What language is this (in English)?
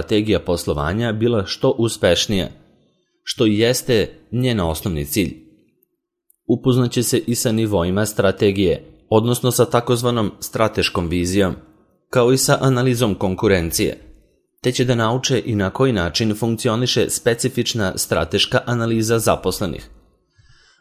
Serbian